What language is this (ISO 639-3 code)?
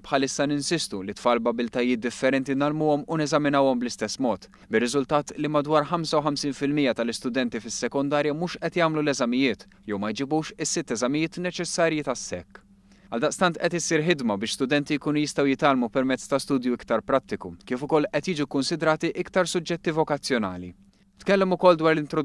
mlt